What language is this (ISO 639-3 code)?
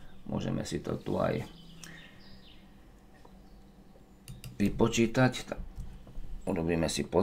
slk